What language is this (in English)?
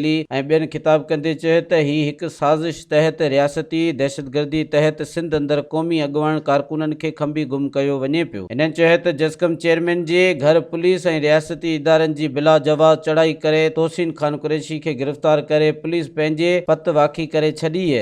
Sindhi